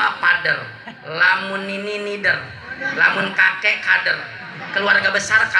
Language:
Sundanese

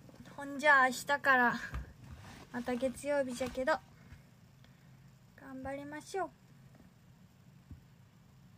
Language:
Japanese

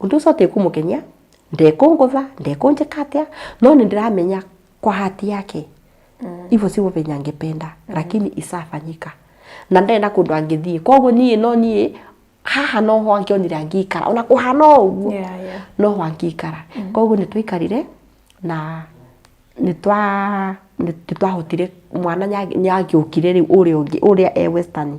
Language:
Kikuyu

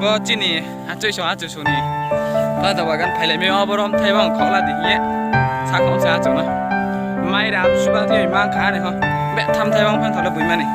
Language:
Riang (India)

